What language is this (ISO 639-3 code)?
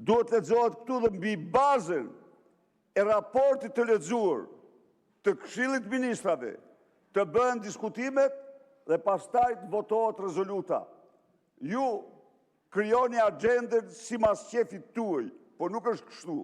sqi